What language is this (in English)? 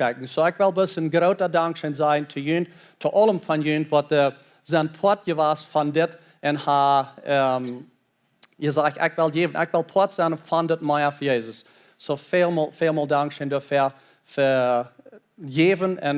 Plautdietsch